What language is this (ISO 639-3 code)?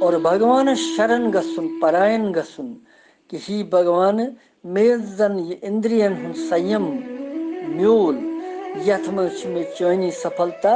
kas